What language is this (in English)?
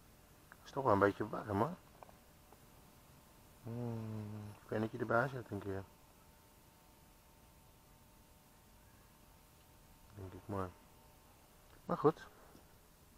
Dutch